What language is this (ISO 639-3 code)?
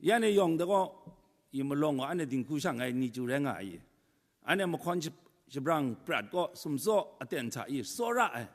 kac